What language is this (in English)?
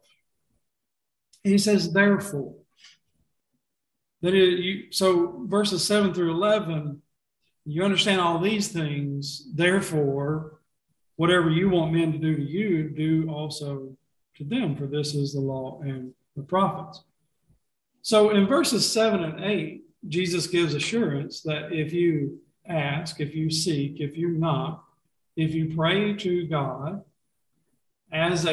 English